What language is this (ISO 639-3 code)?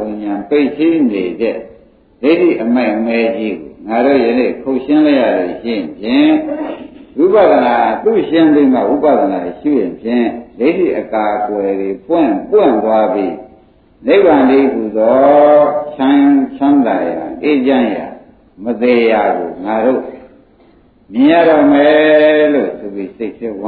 mya